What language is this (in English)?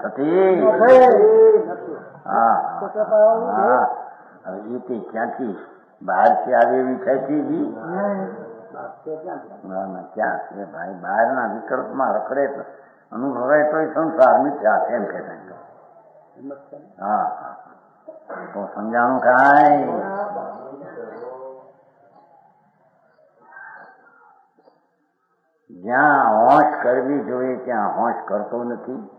Gujarati